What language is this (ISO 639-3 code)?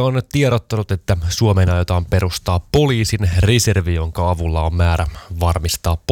fin